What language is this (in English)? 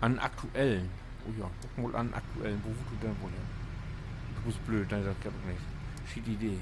Low German